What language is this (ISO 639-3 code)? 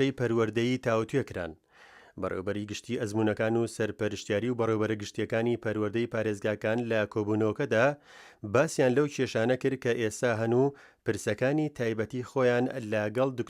ckb